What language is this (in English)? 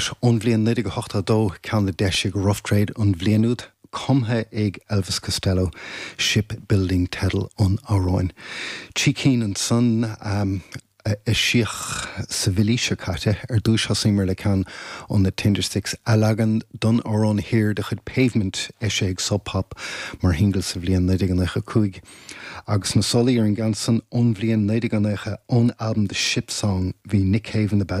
Irish